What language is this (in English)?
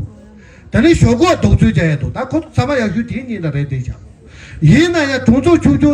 Tibetan